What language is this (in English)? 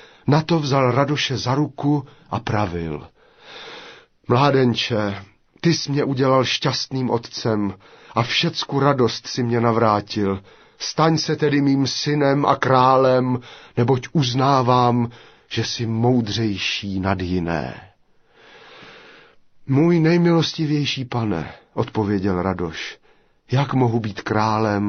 Czech